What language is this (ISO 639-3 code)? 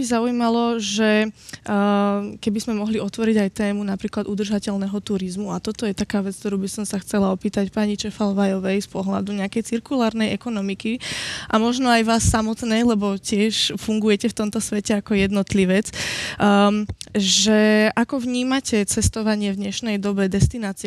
slk